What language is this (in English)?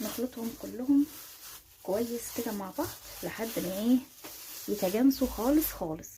Egyptian Arabic